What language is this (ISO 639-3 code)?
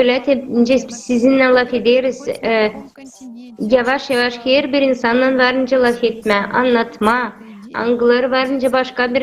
gag